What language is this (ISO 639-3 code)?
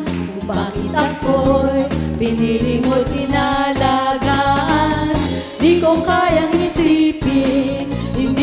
fil